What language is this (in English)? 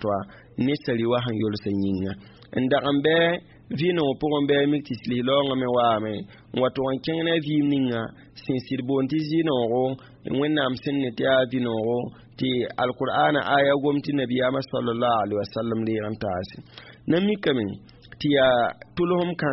Mossi